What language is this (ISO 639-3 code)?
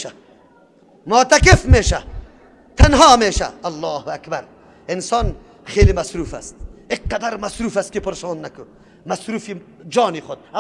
fas